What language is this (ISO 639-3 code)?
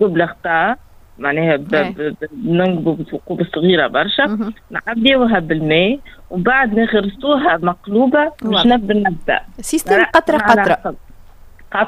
aeb